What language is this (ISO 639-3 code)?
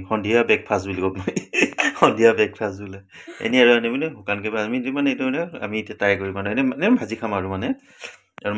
asm